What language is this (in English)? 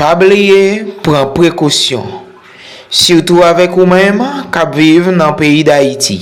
Haitian Creole